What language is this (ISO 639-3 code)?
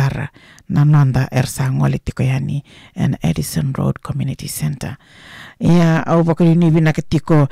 fij